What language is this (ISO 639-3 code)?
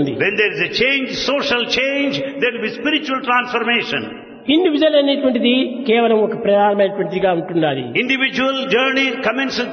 tel